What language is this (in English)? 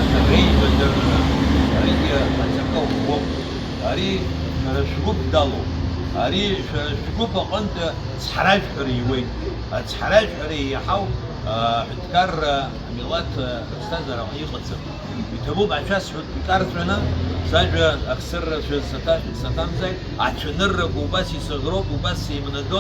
Abkhazian